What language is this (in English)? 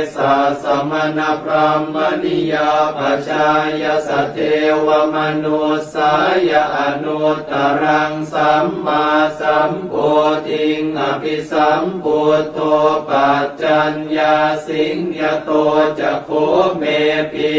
Pali